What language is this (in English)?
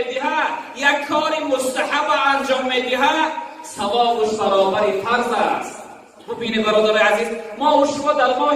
Tajik